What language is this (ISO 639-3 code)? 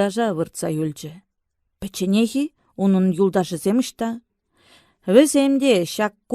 chv